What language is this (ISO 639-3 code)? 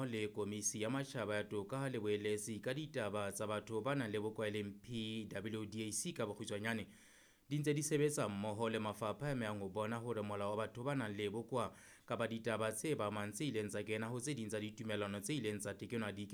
sot